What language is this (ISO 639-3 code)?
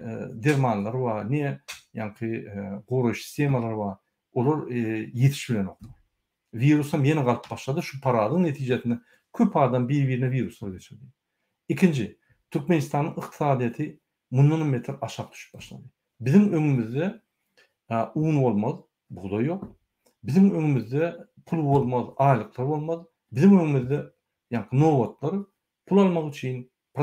tuk